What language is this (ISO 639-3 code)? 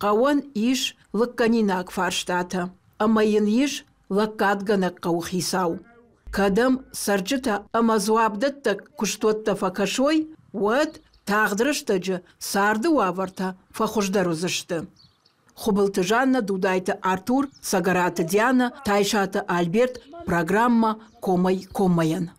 oss